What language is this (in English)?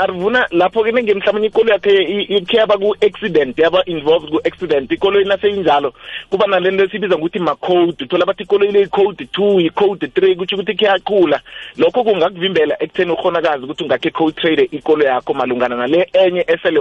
South Ndebele